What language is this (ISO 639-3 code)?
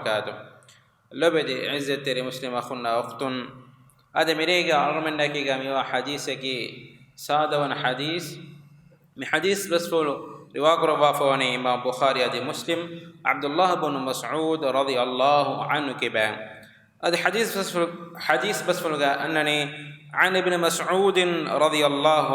div